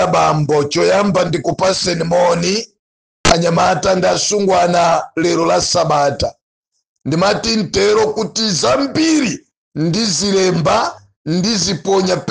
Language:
Nyanja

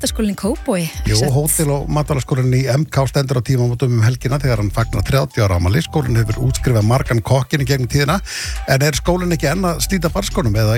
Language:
Icelandic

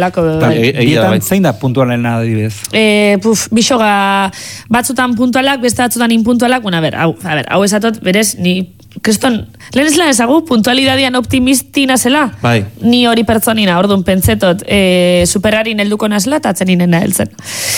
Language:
Basque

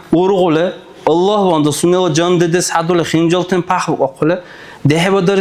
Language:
Dargwa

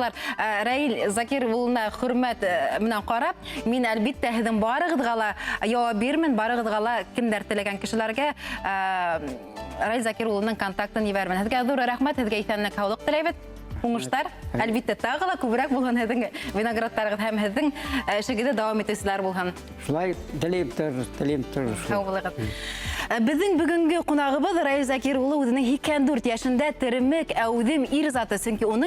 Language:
Bashkir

